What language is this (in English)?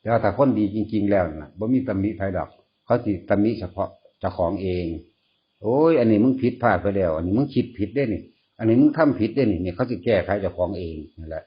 Northeastern Thai